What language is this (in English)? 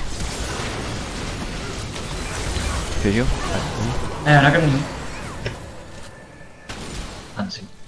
Chinese